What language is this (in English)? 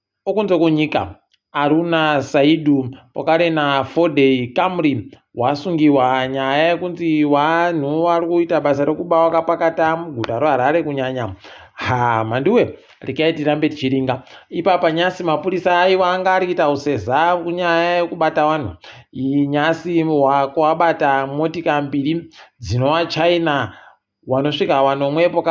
Ndau